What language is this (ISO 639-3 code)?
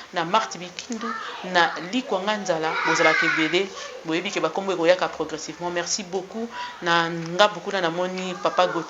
lin